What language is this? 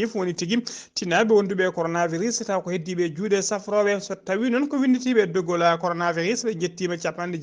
Fula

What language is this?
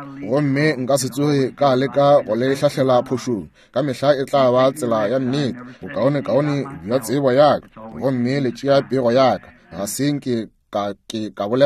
Northern Sotho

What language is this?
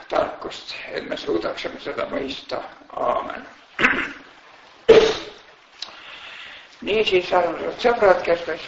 Estonian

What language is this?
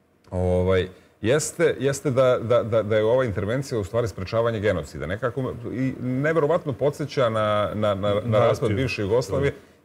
Serbian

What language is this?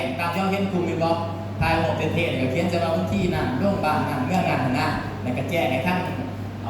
Northeastern Thai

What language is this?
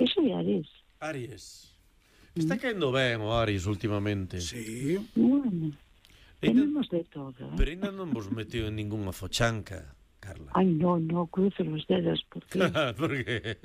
Galician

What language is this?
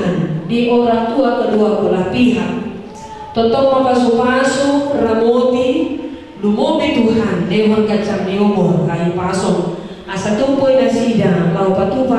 Batak Toba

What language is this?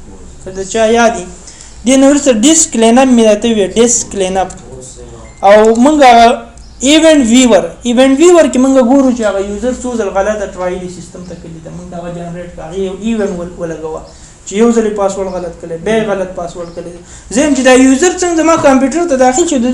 Pashto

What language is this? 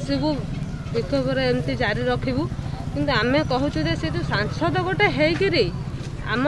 Odia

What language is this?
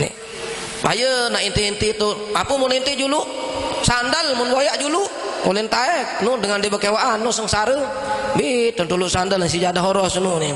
Sasak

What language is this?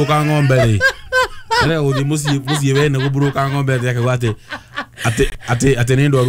Kikuyu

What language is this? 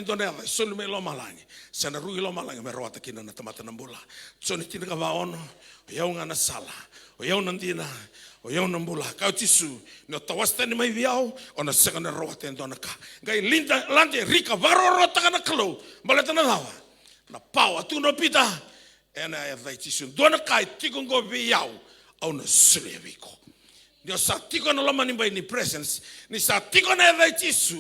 Fijian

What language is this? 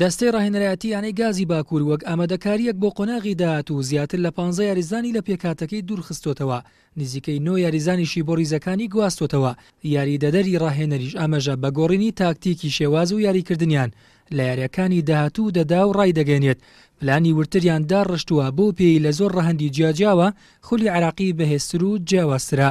Central Kurdish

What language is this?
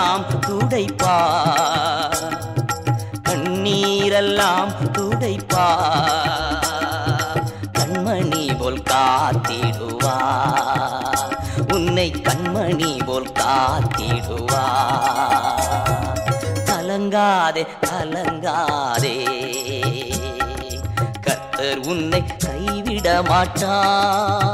Tamil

